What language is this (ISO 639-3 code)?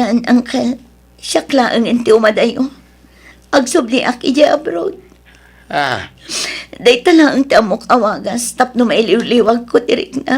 ilo